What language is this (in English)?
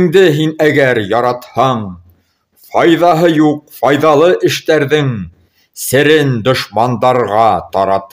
Bashkir